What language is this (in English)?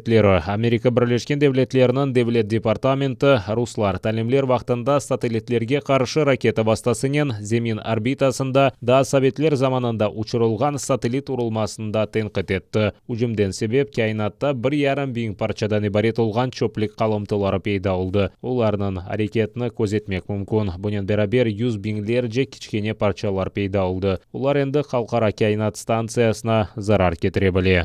Crimean Tatar